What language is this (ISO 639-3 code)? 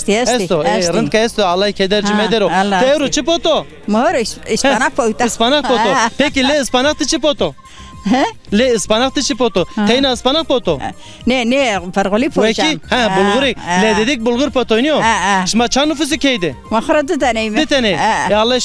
zza